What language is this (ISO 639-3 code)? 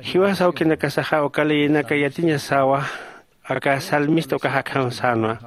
aym